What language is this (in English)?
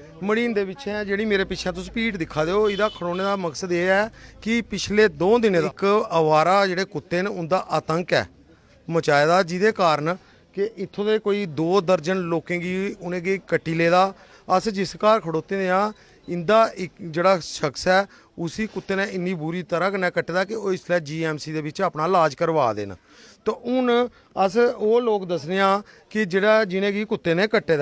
Dogri